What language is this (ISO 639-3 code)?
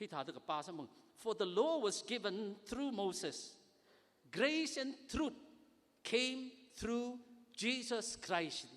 nmf